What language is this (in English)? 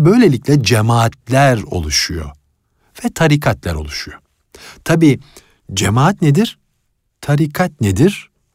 Turkish